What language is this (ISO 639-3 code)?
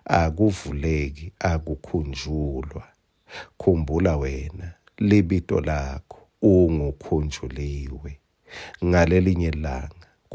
ssw